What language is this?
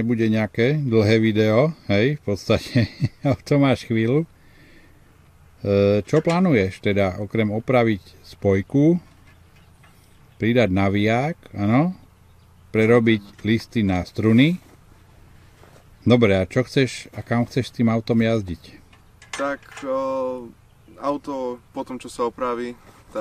Slovak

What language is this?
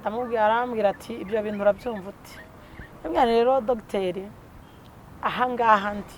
Kinyarwanda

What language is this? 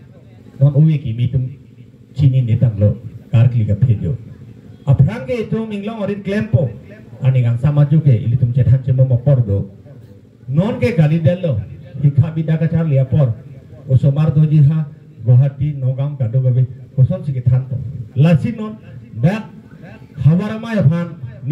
Karbi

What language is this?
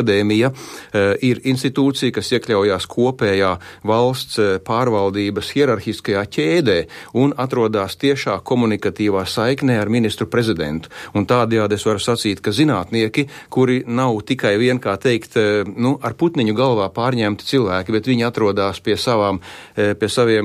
Latvian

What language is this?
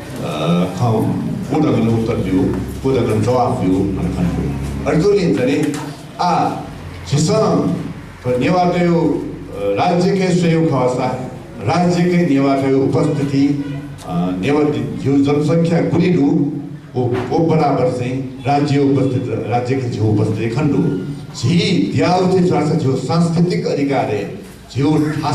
Newari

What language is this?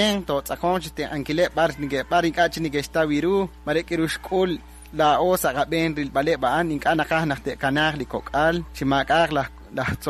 Kekchí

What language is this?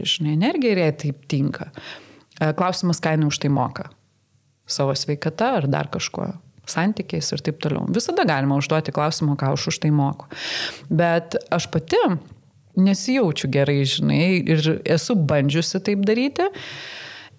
Lithuanian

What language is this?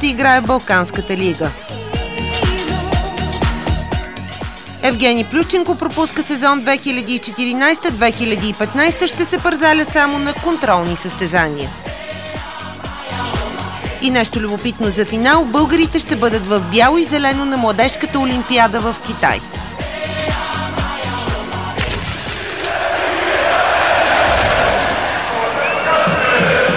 Bulgarian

